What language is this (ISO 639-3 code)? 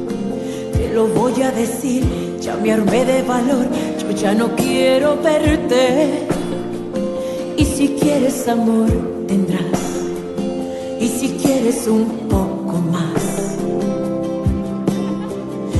spa